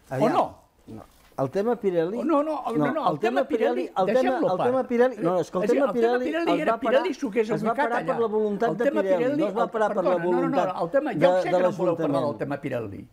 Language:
Catalan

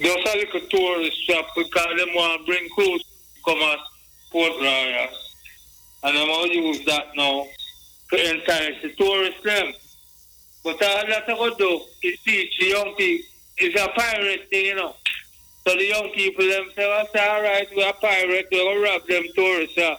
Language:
Jamaican Creole English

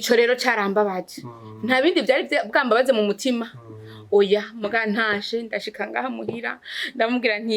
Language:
Rundi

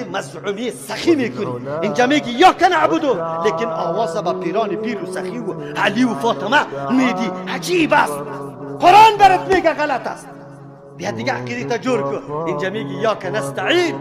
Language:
Persian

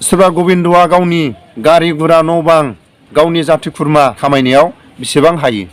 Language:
Bodo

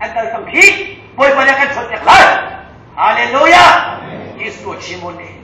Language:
Hakha Chin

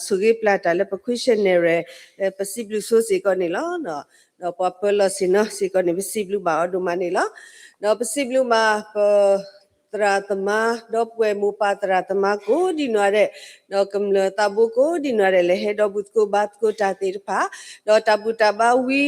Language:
S'gaw Karen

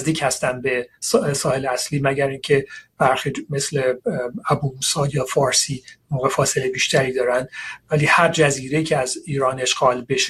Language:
Persian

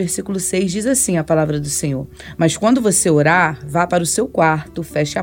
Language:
Portuguese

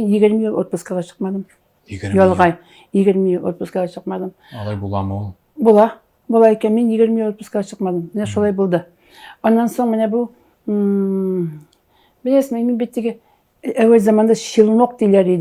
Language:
Tatar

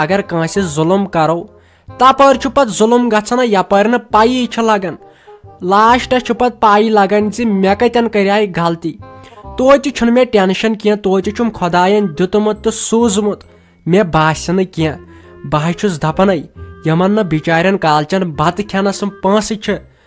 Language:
Kashmiri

